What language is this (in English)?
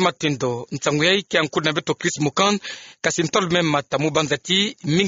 Kituba (Democratic Republic of Congo)